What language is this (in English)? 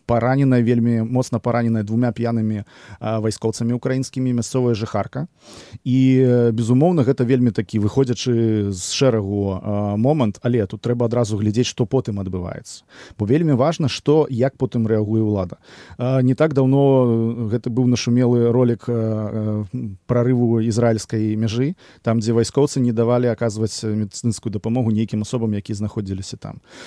Belarusian